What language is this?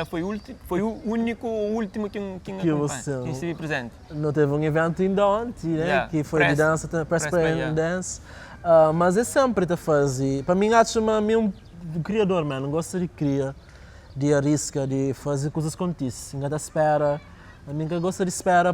Kabuverdianu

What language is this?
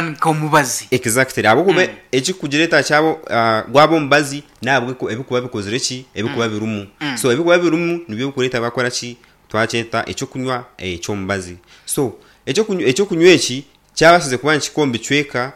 Nyankole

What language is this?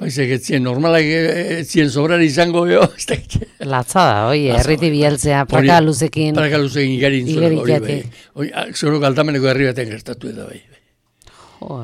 Basque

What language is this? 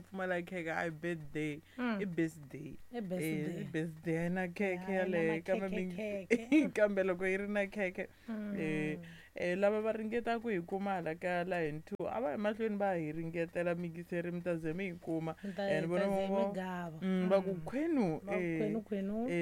Tsonga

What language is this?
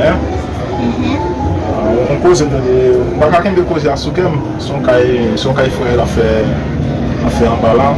Haitian Creole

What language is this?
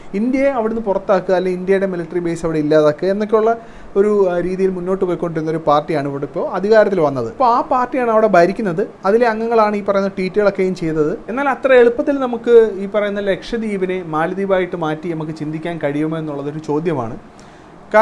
Malayalam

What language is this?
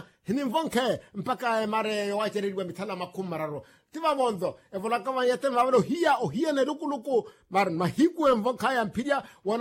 Makhuwa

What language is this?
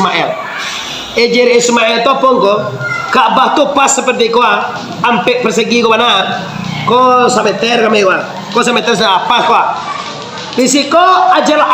Minangkabau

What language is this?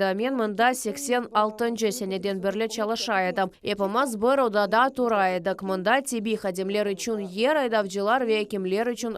Crimean Tatar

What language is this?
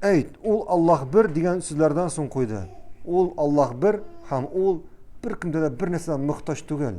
Tatar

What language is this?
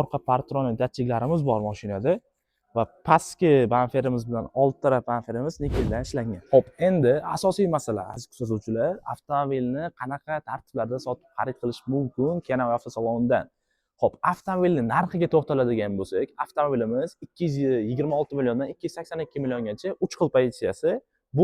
Uzbek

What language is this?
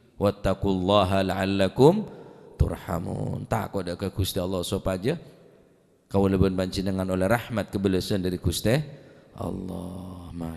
Madurese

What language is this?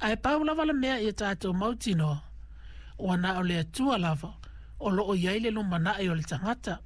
Samoan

